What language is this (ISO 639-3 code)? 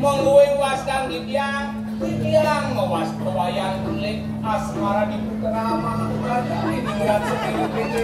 ban